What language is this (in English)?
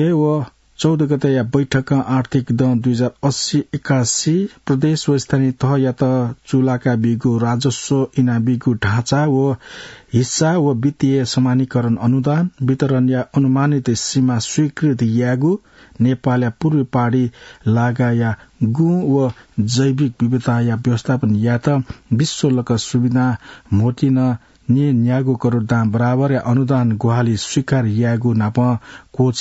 Newari